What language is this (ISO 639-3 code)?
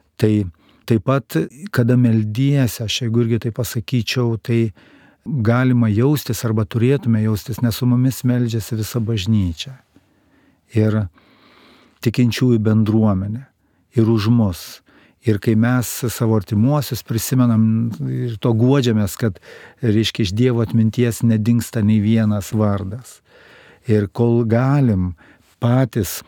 lit